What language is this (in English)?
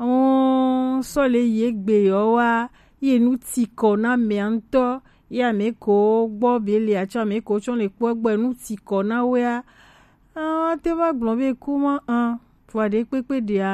Gen